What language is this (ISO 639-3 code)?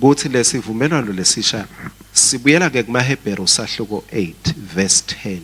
ssw